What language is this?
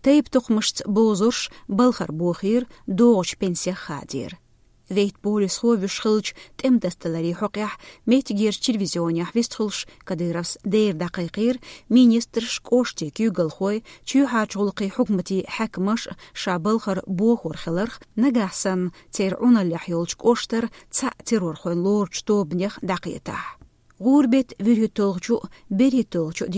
Chechen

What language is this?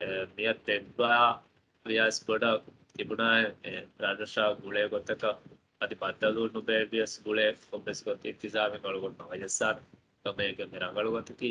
Divehi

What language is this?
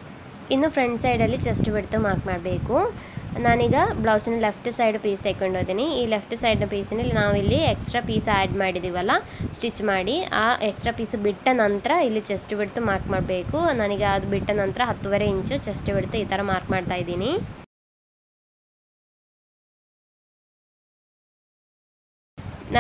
Kannada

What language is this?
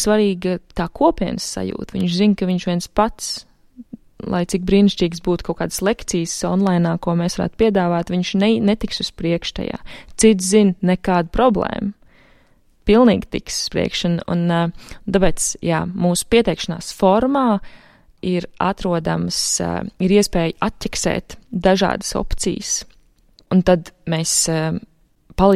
Latvian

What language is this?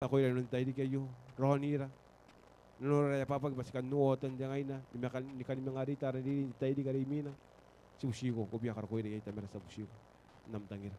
Gilbertese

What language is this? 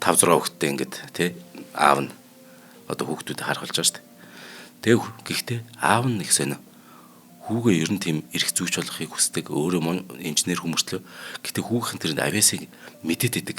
Mongolian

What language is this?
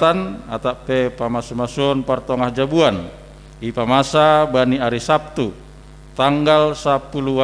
Batak Simalungun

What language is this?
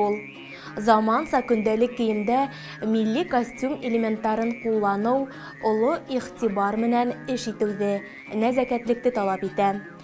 Bashkir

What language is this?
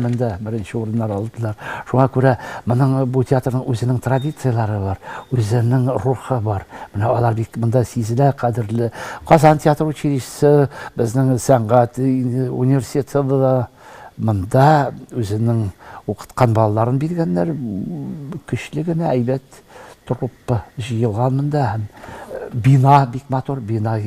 Tatar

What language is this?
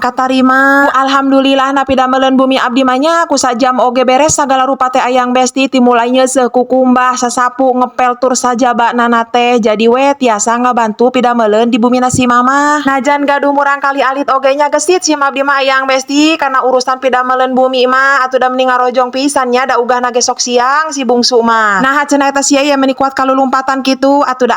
Sundanese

